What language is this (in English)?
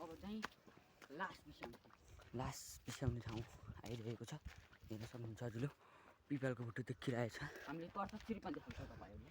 Nepali